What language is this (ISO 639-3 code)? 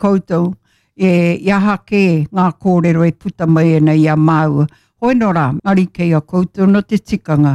mri